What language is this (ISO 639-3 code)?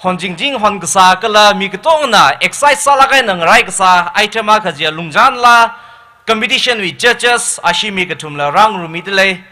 nmf